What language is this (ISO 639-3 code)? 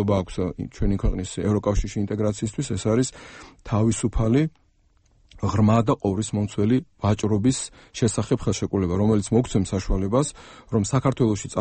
kat